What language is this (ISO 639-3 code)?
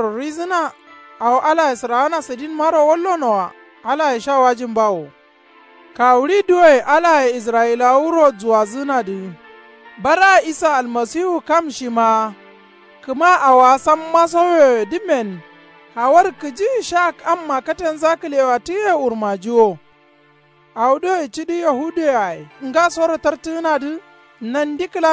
kau